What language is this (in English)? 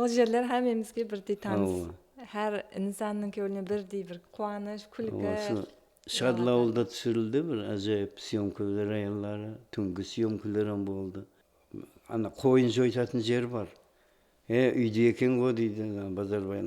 Kara-Kalpak